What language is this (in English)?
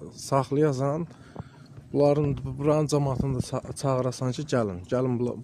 Azerbaijani